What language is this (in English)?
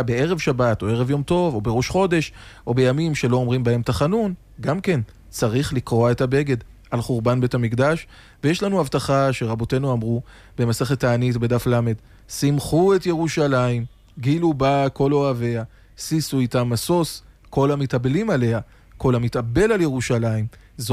Hebrew